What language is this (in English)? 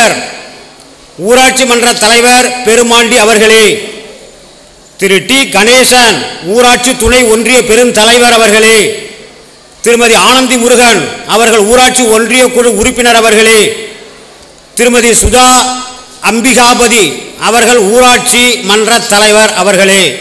Tamil